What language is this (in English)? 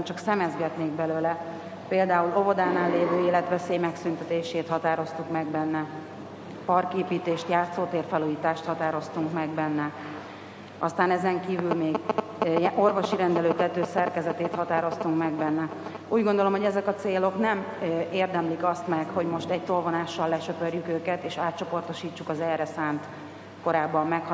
Hungarian